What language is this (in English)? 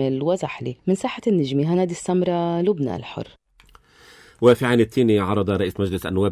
Arabic